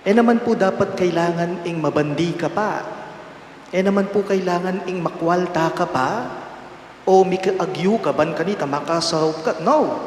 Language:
Pampanga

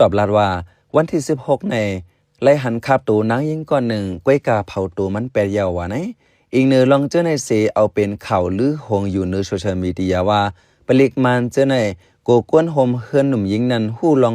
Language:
Shan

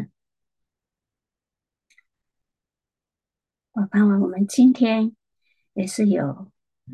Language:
Chinese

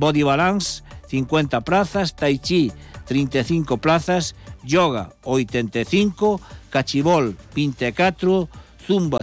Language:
Galician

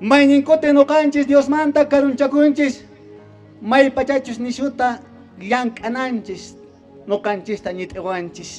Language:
Quechua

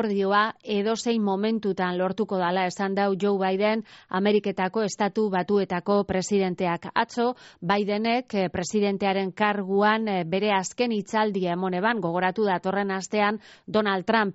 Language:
Basque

